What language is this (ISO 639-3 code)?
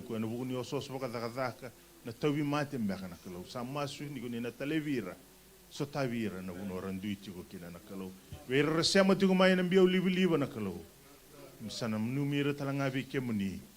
fij